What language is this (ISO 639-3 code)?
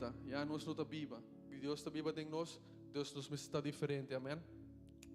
pap